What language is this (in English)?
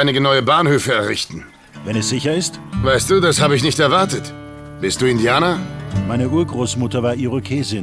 Bavarian